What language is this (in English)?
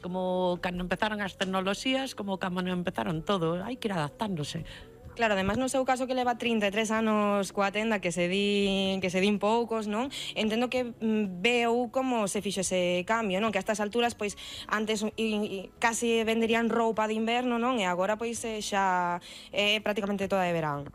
Galician